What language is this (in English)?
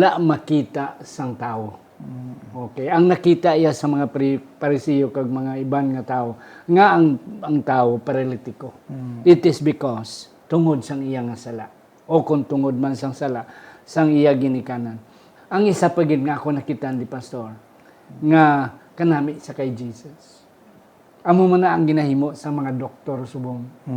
Hiligaynon